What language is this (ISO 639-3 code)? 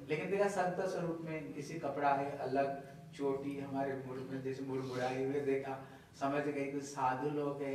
hin